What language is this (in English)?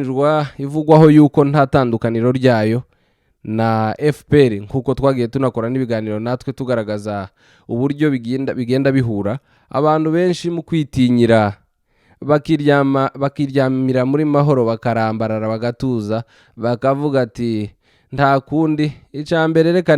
Kinyarwanda